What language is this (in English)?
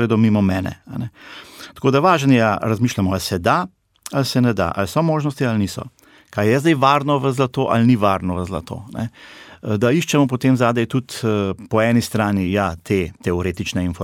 Slovenian